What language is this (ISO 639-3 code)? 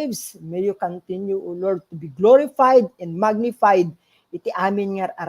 ilo